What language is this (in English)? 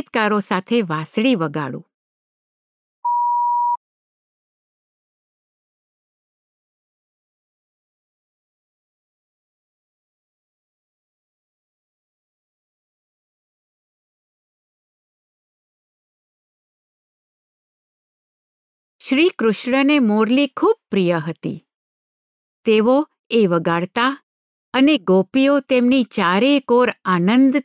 Gujarati